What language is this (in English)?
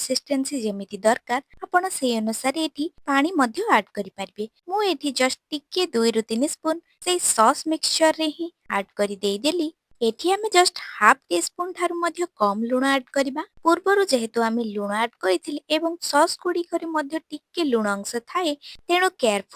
Odia